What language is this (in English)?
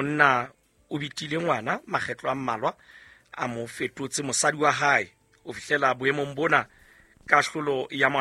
Southern Sotho